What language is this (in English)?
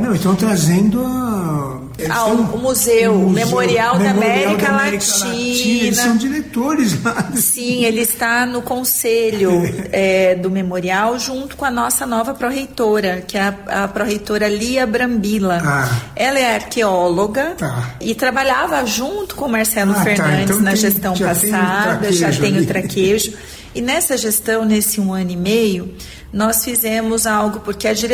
Portuguese